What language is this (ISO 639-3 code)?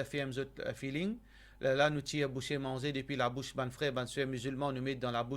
mfe